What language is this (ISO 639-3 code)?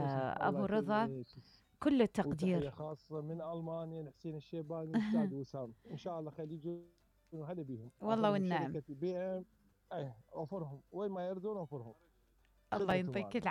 acm